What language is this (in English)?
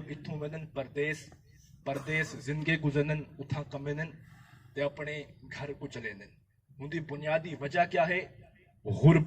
Saraiki